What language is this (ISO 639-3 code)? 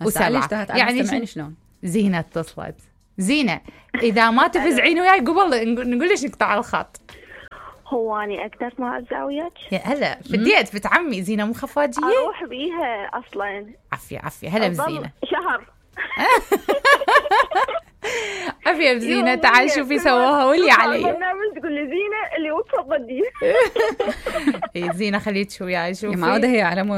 acm